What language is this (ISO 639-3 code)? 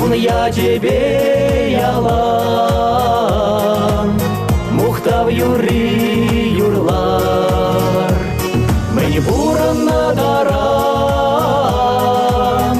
chv